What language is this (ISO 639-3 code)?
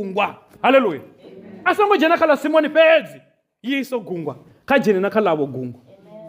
ven